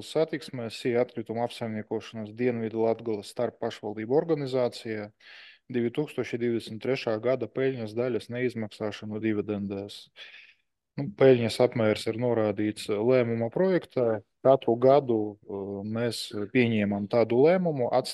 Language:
Latvian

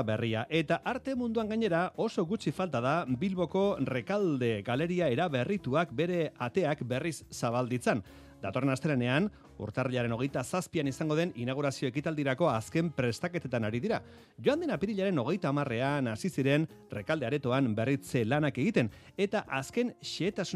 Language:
Basque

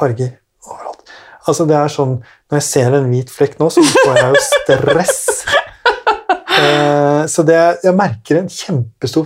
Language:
Norwegian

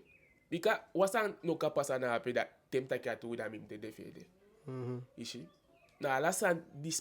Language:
Eastern Maroon Creole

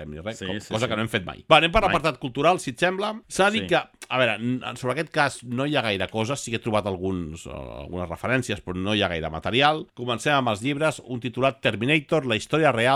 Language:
Catalan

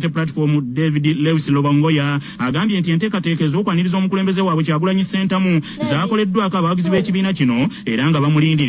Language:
Ganda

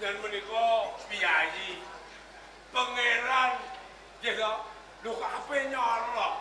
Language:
Javanese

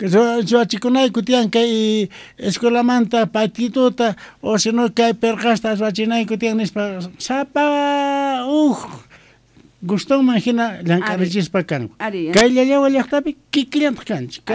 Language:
South Bolivian Quechua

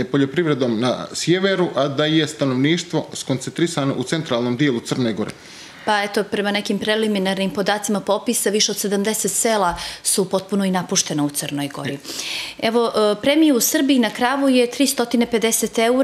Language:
Serbian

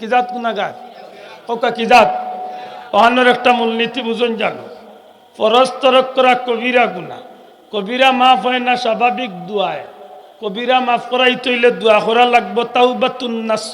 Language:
Sylheti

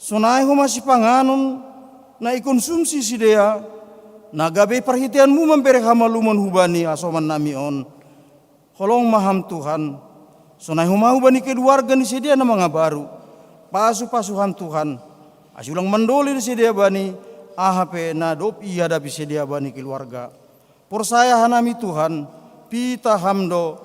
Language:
Batak Simalungun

